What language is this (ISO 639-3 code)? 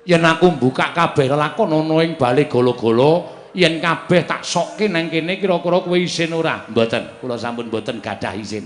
jav